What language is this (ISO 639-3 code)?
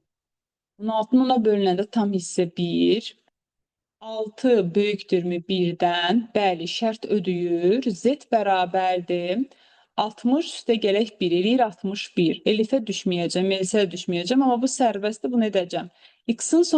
aze